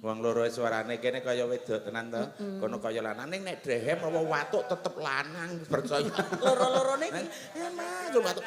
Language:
Javanese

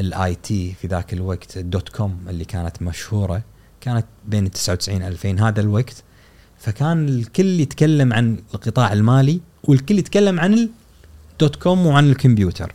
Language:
Gulf Arabic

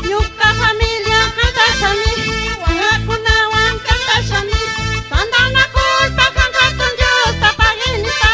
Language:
Chimborazo Highland Quichua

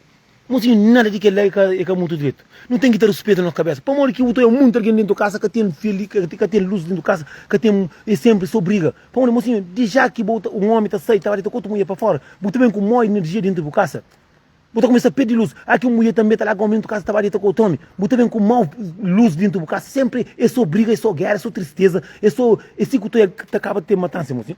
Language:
Kabuverdianu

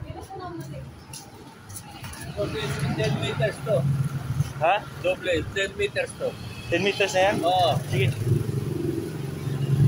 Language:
Filipino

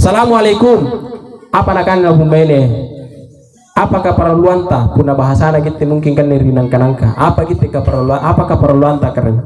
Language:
Makasar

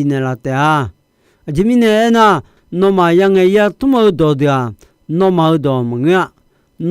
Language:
Akha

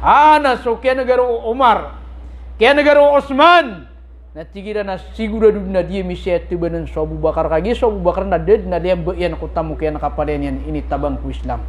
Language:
Maranao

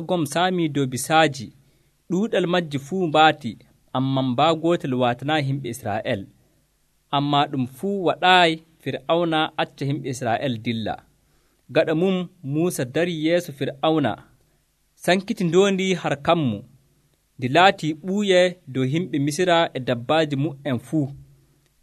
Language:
Nigerian Fulfulde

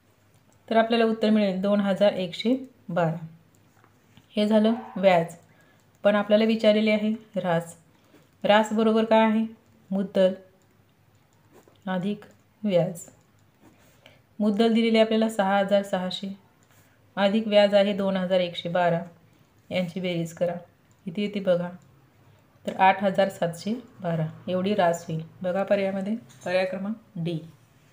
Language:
Marathi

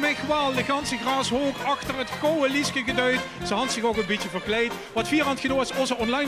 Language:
Limburgish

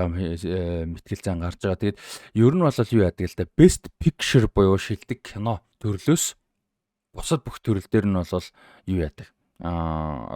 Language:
Mongolian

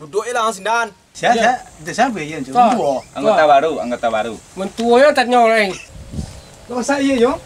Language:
Minangkabau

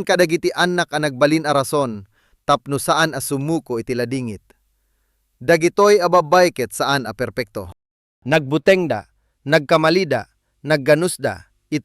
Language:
Iloko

